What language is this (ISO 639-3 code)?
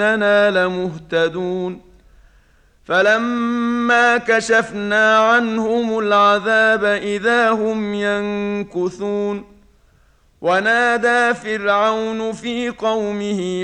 ara